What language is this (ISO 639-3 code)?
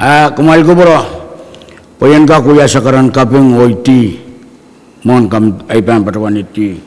pon